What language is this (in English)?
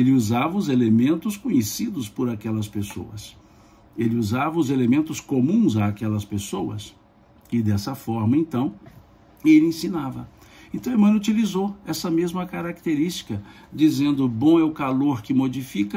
Portuguese